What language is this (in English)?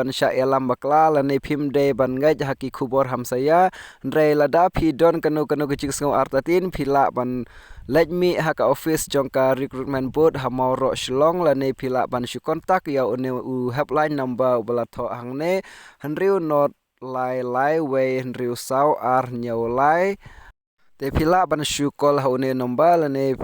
Khasi